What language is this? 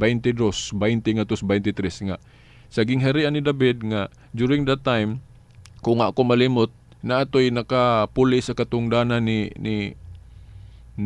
Cebuano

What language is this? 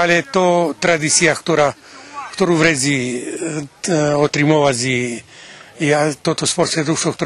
Rusyn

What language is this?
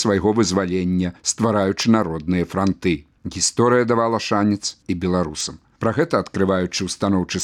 Belarusian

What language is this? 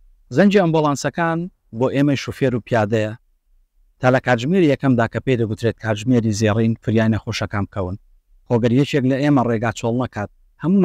Central Kurdish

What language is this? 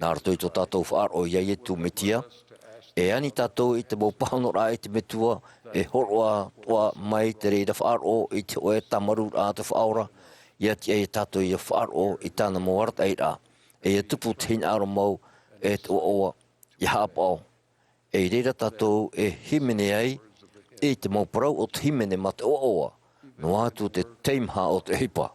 Tahitian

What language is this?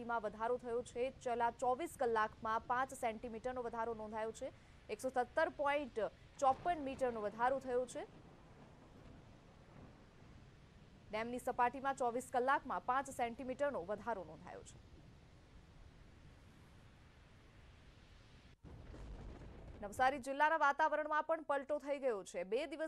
Gujarati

